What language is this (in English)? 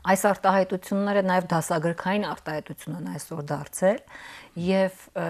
Armenian